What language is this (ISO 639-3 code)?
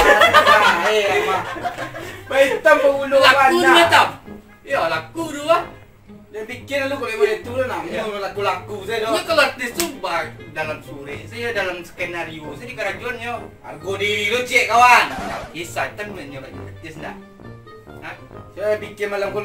min